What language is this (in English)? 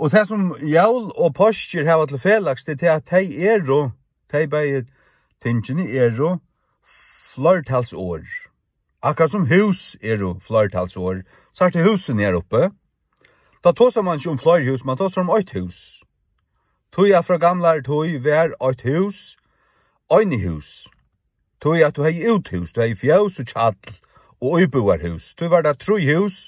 Faroese